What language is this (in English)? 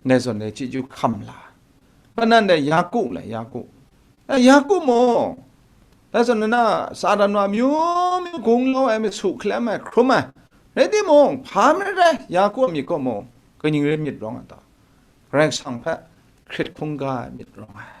Kachin